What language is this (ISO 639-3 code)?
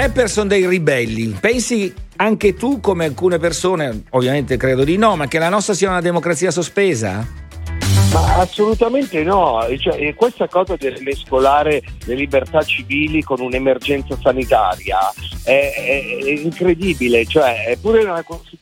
ita